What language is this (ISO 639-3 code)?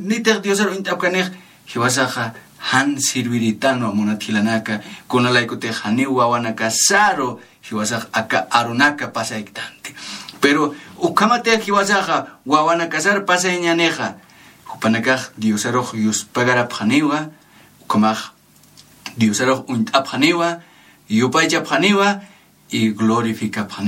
aym